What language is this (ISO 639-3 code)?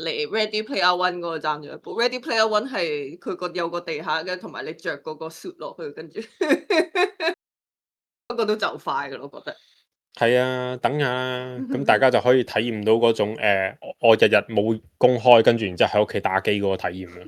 yue